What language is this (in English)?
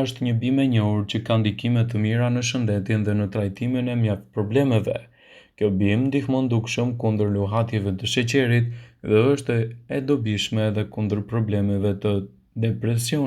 Albanian